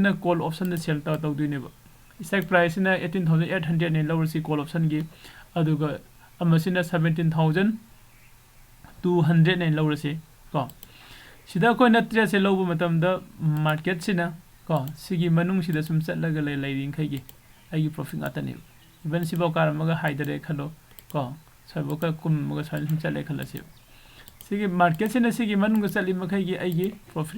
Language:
Manipuri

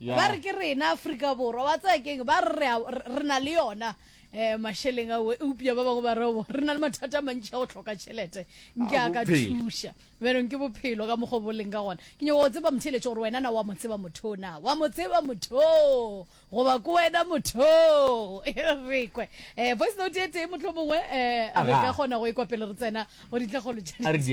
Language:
Northern Sotho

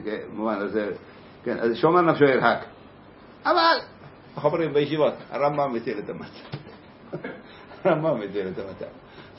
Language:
Hebrew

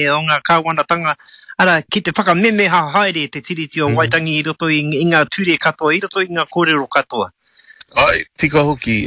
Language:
Māori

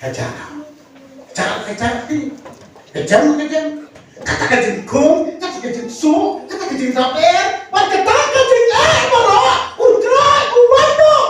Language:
Khasi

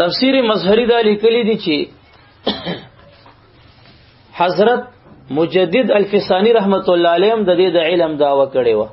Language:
Pashto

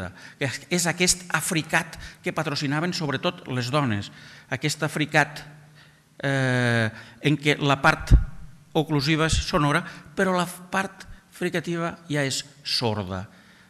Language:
Catalan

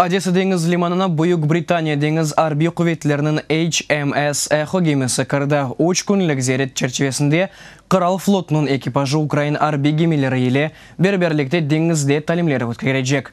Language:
Crimean Tatar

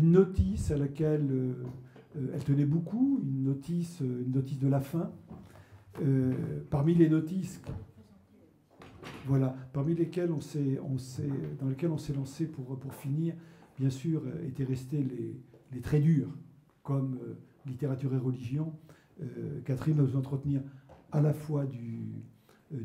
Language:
French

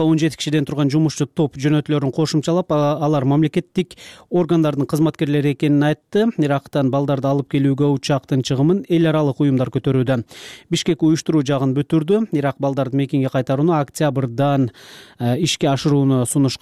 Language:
Kyrgyz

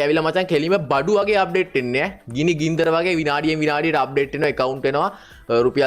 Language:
Sinhala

